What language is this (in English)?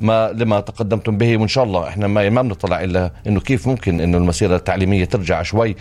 North Levantine Arabic